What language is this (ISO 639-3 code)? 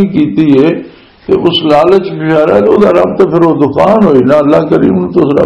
lah